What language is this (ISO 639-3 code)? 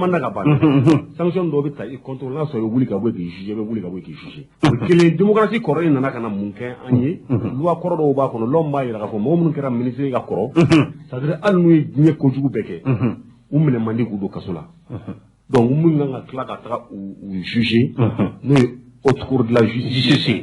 bam